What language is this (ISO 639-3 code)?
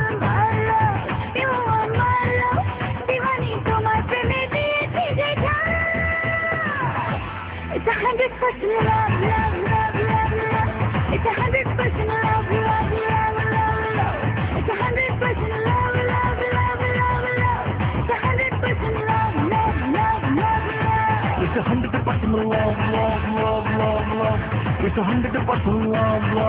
ben